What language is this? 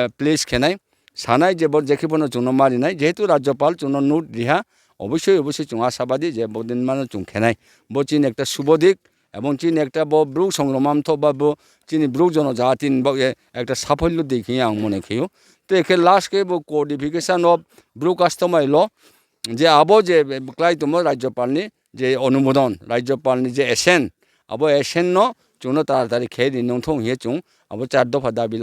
Riang (India)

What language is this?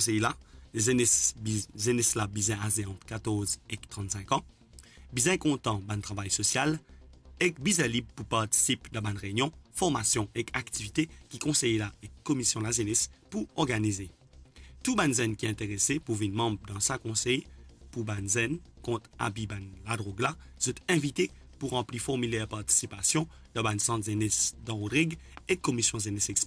Morisyen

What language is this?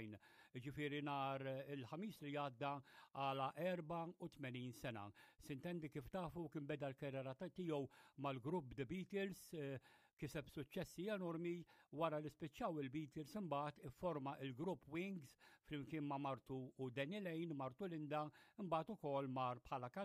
Maltese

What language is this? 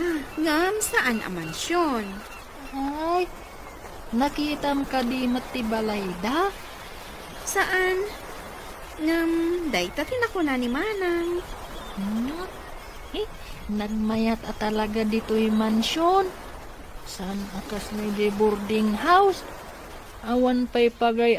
Iloko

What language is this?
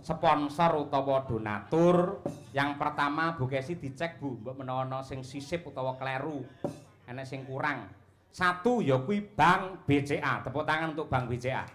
Javanese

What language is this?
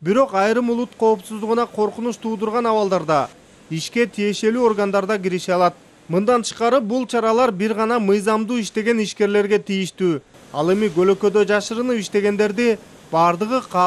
Kyrgyz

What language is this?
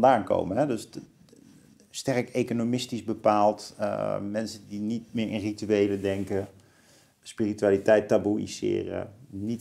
Dutch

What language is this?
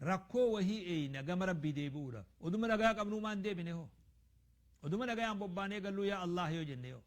Oromo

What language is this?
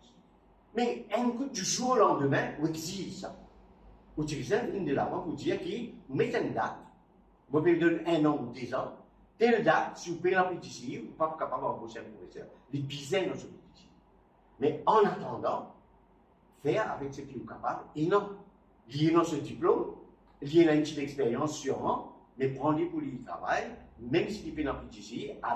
Morisyen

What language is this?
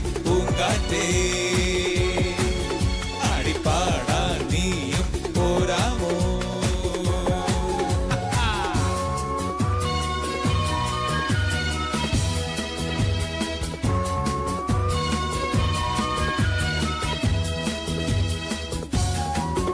Malayalam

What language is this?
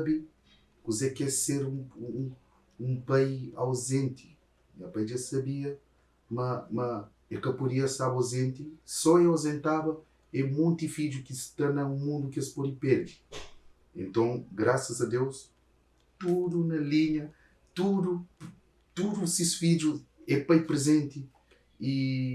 Kabuverdianu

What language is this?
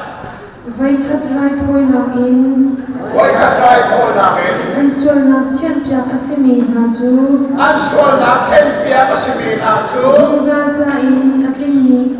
Hakha Chin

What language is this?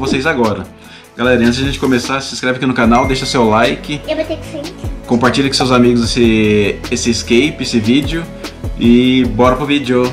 Portuguese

